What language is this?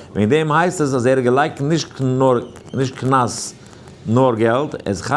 Yiddish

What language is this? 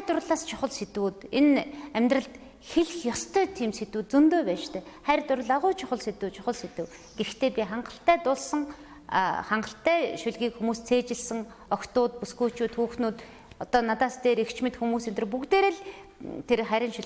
Mongolian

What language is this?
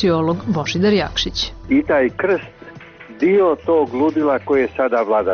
Serbian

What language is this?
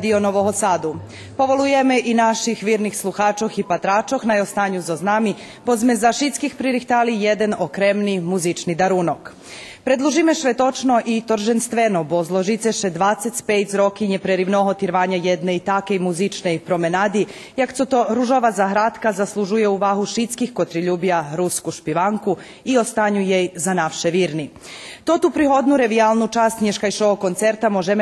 Rusyn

